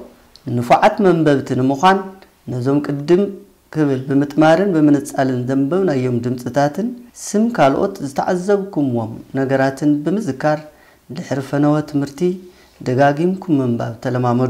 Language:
Tigrinya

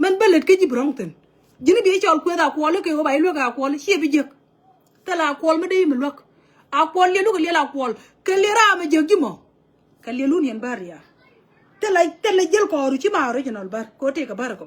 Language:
Nuer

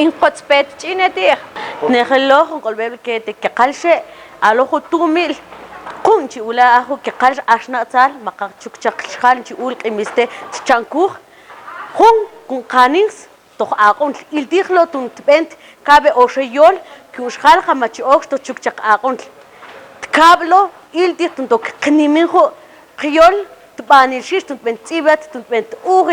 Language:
Mam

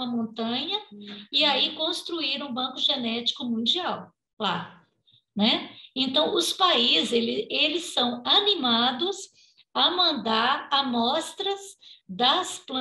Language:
Portuguese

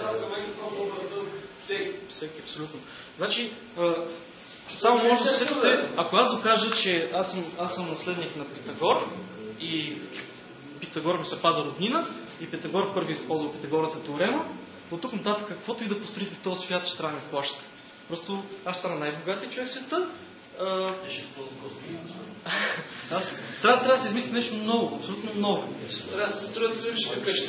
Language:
Bulgarian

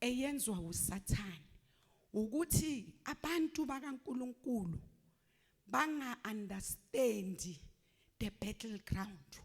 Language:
Zulu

